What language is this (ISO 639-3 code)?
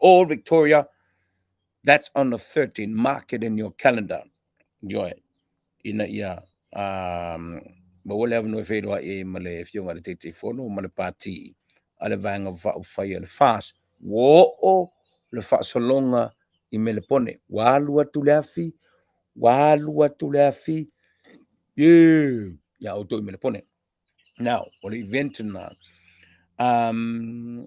smo